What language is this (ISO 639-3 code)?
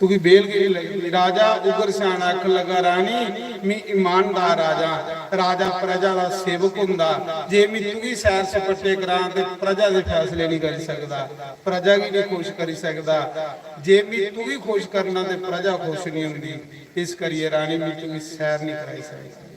doi